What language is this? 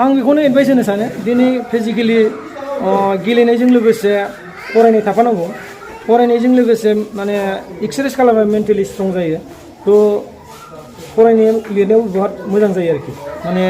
Bodo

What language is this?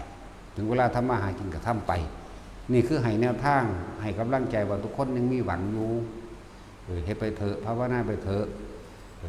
Northeastern Thai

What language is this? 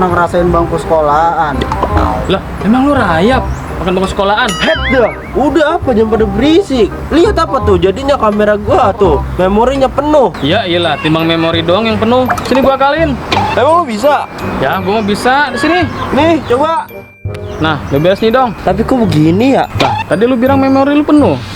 Betawi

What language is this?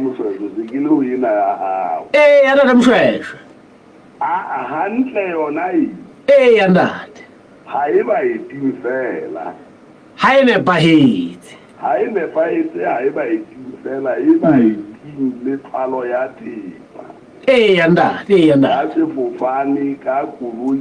Southern Sotho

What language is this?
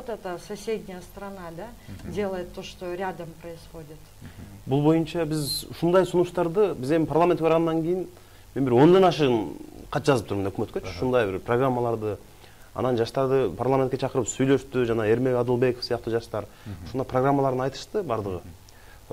Kyrgyz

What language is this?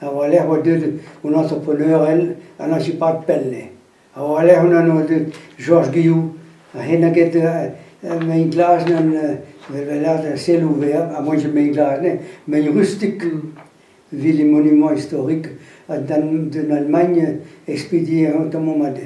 Breton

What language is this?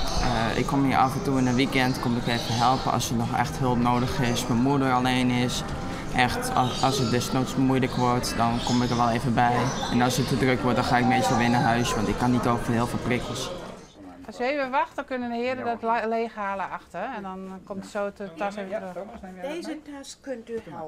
Western Frisian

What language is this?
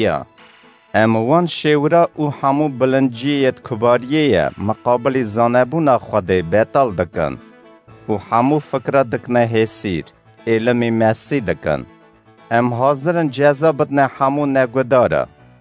Kurdish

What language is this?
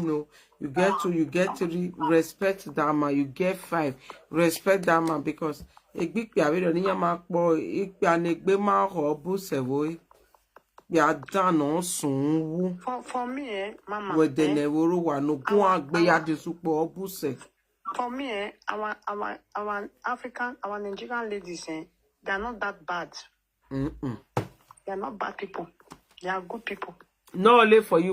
Nigerian Pidgin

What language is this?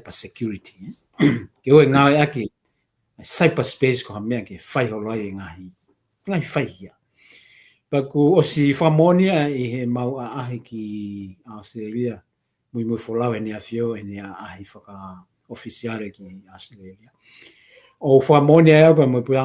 Tongan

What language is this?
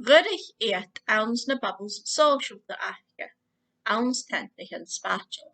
Scottish Gaelic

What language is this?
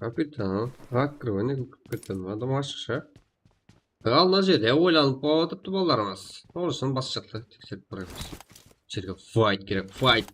Kara-Kalpak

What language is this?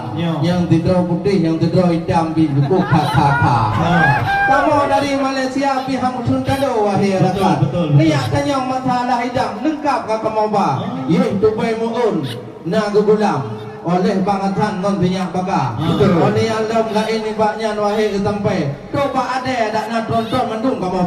Achinese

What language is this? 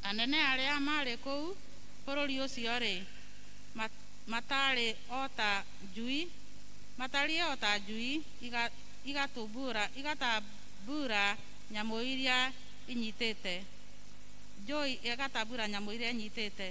Kikuyu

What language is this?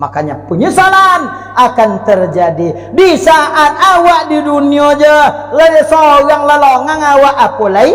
Minangkabau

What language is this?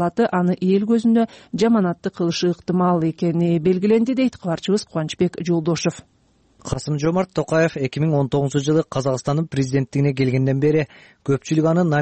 Kyrgyz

